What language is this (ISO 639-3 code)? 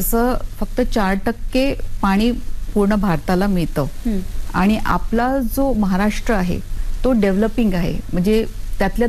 mar